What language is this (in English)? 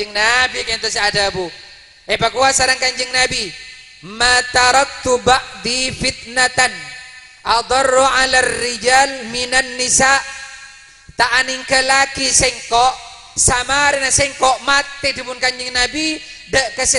Madurese